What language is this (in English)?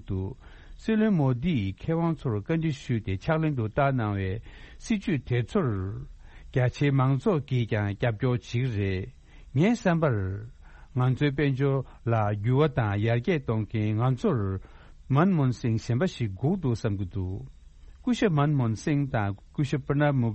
Tibetan